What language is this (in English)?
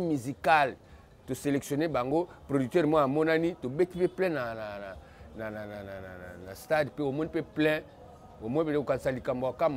Lingala